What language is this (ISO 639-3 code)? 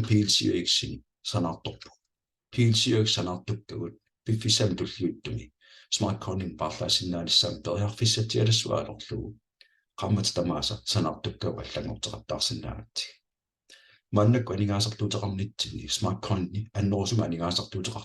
kal